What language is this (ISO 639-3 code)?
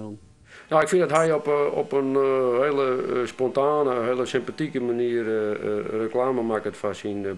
fry